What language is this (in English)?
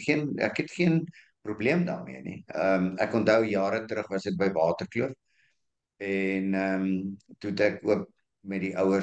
Afrikaans